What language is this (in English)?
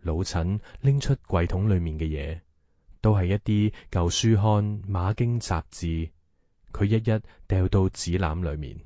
Cantonese